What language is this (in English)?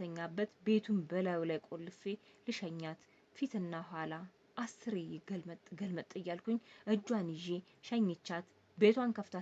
Amharic